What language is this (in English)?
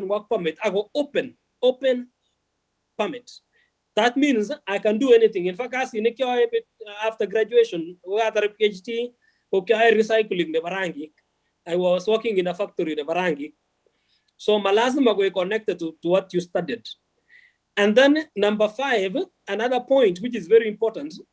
Kalenjin